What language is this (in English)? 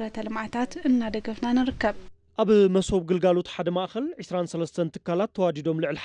Tigrinya